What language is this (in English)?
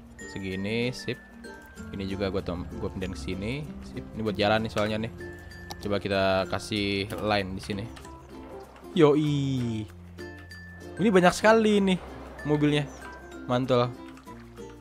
Indonesian